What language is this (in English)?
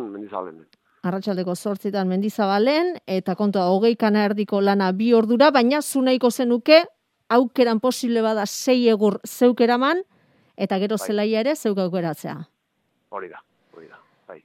Basque